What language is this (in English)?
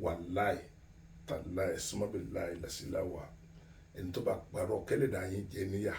Yoruba